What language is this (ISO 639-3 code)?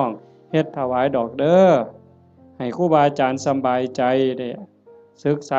tts